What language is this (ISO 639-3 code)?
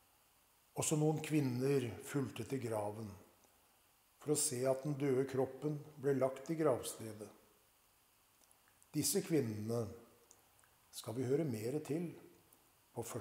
nor